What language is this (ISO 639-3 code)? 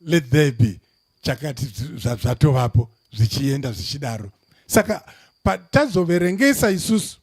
sna